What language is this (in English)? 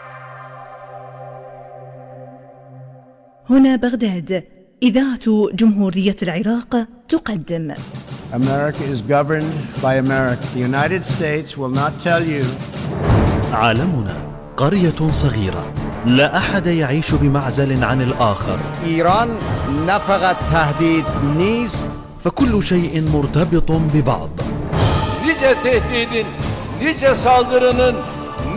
Arabic